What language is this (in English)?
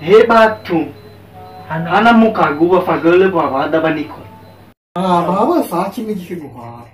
Nias